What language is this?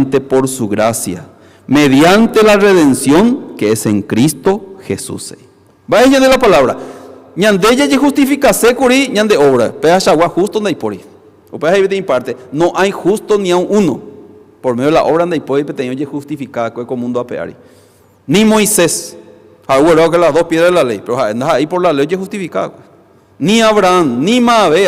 Guarani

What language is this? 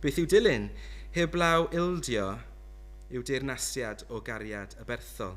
Welsh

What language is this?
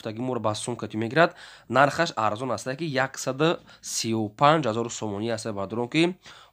Tajik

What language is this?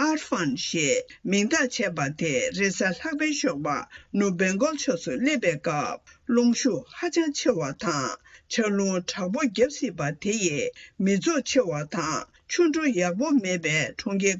Tibetan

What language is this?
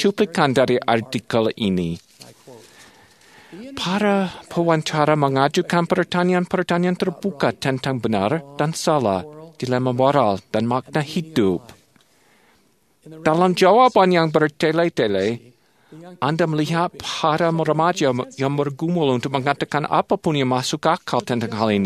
Indonesian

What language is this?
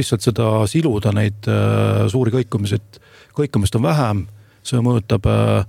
Estonian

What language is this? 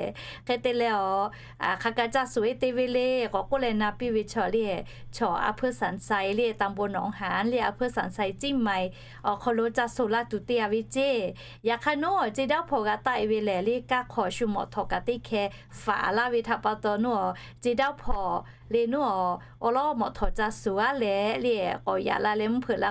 Lahu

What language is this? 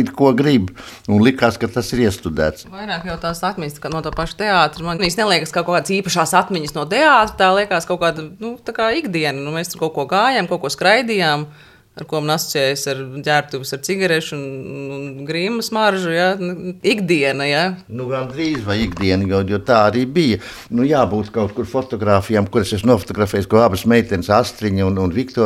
Latvian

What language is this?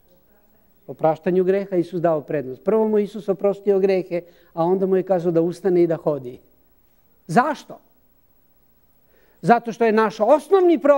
Serbian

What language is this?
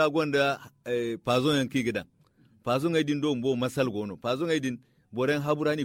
Zarma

